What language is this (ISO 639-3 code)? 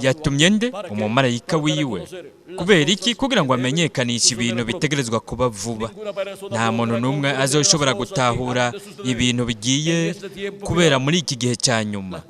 run